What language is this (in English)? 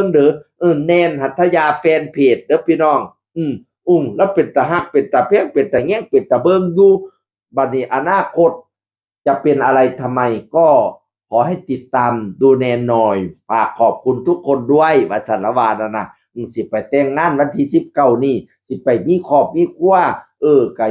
Northeastern Thai